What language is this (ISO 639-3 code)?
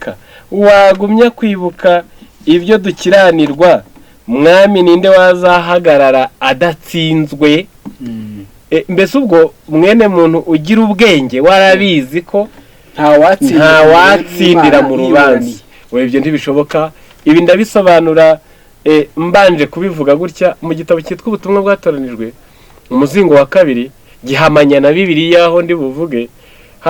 kin